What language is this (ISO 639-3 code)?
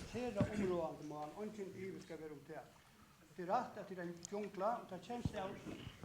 fao